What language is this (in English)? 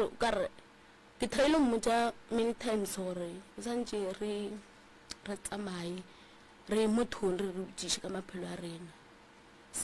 Northern Sotho